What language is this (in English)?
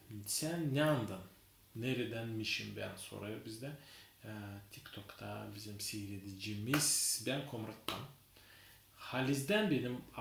Gagauz